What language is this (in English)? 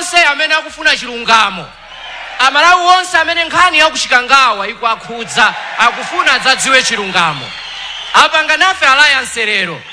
Nyanja